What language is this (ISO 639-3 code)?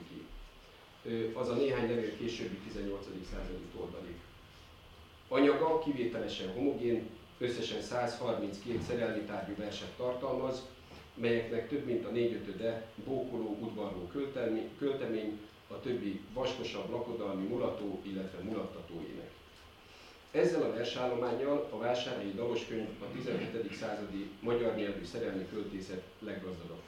hun